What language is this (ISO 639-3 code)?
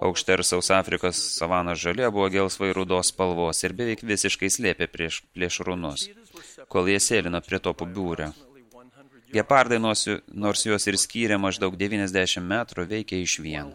lit